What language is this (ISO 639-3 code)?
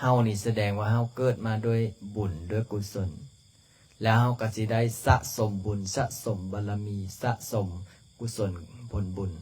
lao